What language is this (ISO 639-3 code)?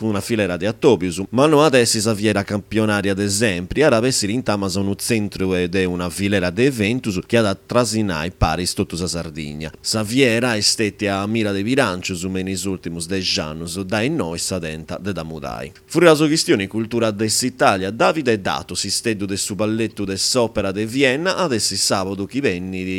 srd